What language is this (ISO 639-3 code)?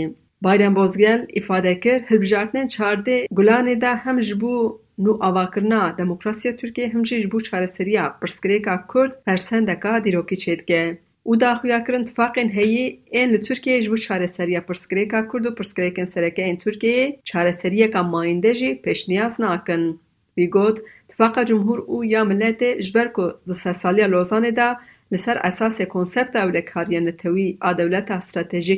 kur